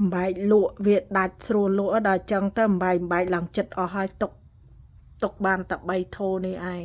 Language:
Khmer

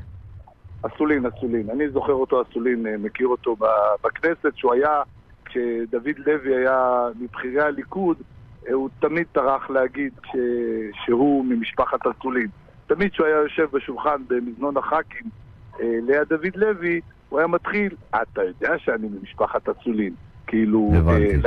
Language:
Hebrew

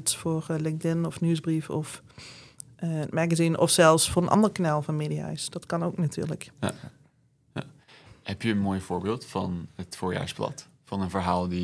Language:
Dutch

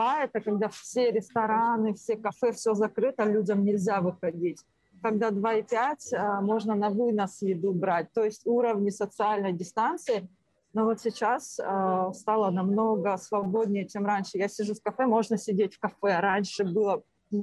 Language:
Russian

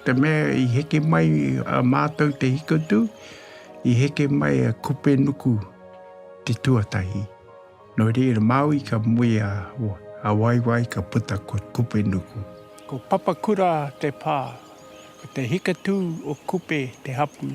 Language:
Māori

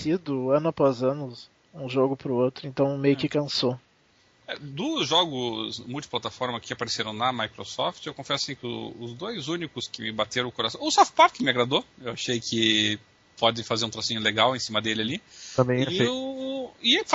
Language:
Portuguese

